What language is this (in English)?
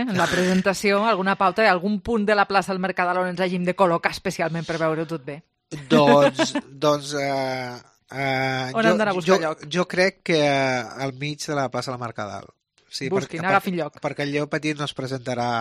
Catalan